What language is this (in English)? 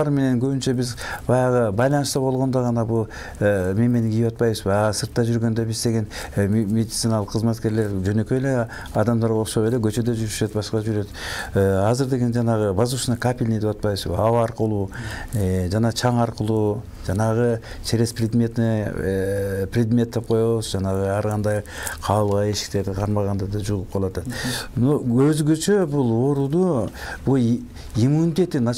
Kyrgyz